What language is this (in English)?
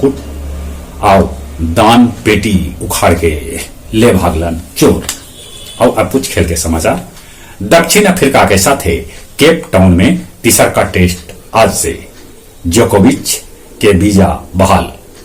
Magahi